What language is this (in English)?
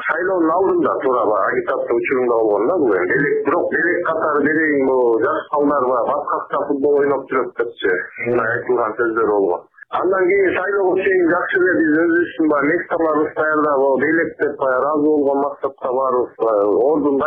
Kyrgyz